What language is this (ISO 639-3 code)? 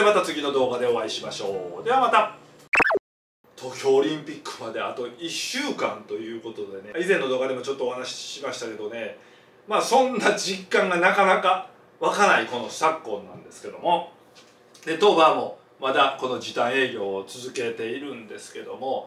jpn